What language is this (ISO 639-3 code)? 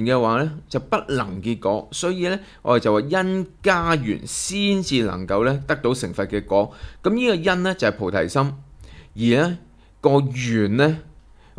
yue